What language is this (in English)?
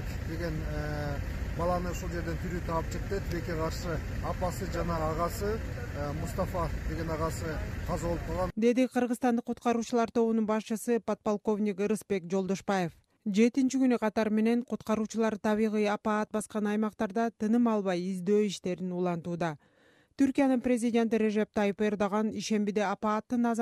Kyrgyz